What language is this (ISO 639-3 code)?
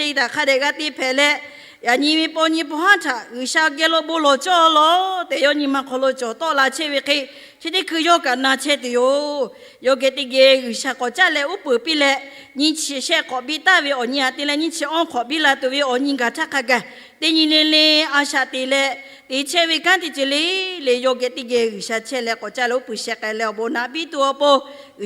lhu